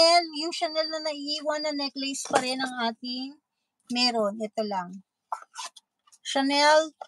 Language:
Filipino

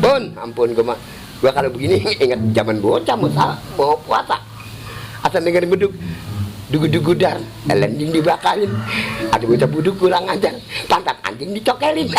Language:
Betawi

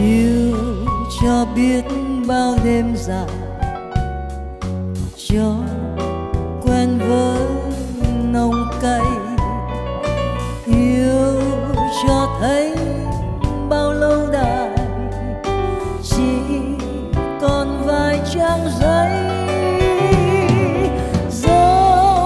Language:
Vietnamese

